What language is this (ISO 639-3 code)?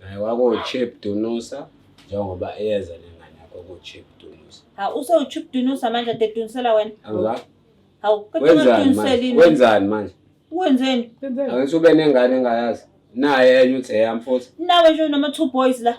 zul